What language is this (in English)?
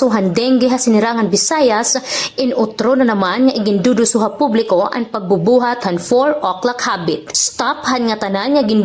Waray